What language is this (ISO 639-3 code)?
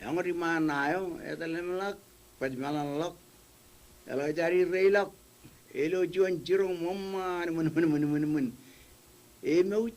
mah